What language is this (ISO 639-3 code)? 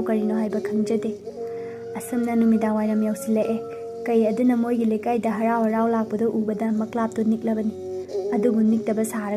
mni